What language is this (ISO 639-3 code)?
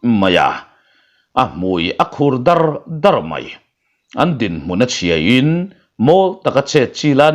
lus